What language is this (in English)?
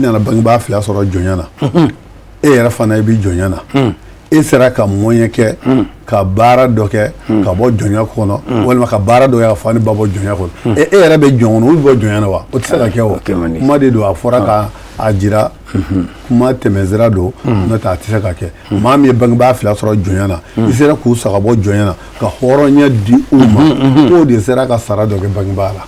Bambara